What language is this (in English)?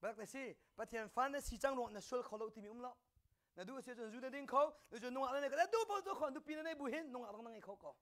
Hakha Chin